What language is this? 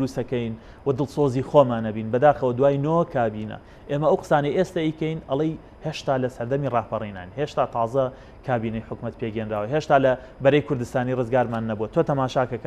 Central Kurdish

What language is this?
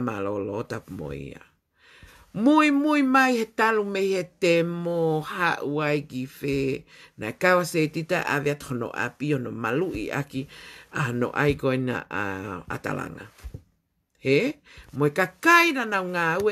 Tongan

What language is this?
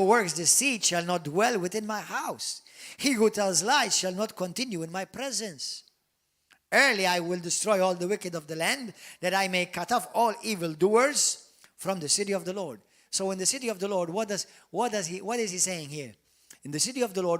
English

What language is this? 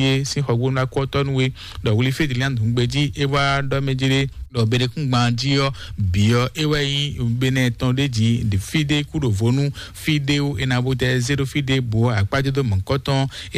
Fon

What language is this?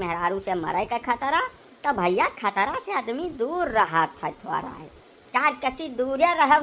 Awadhi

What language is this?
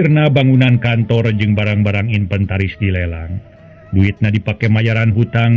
Sundanese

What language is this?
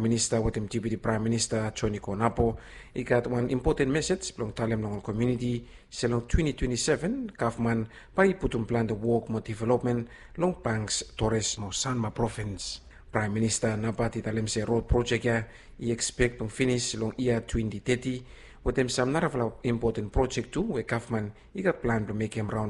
Bislama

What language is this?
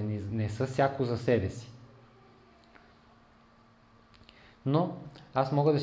Bulgarian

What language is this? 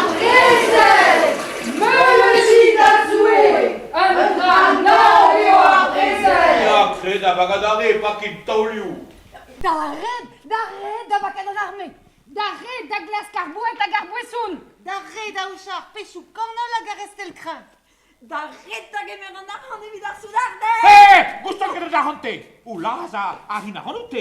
Breton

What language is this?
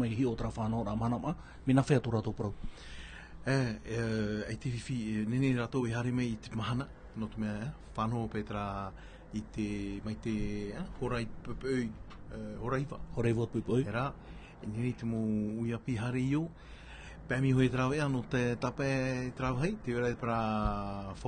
Tahitian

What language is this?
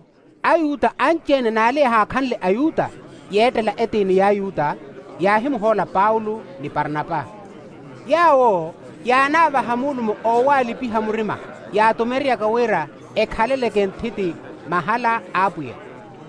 Makhuwa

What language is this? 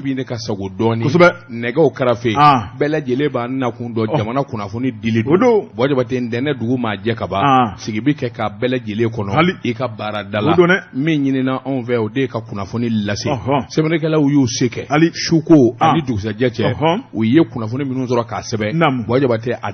Bambara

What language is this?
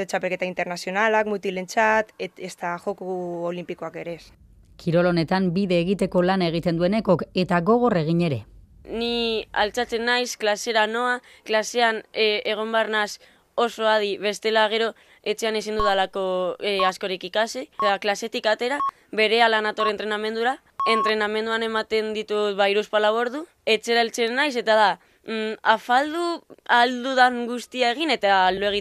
Basque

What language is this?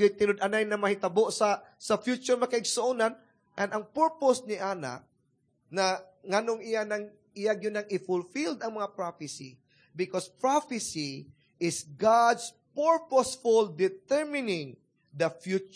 Cebuano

